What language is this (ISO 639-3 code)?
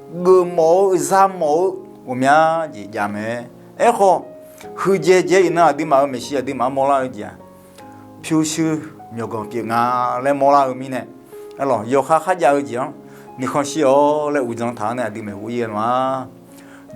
ahk